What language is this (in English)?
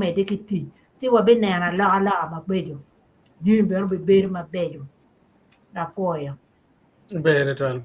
Acoli